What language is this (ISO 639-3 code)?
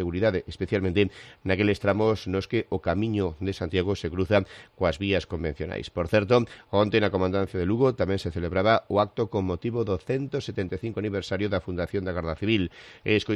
glg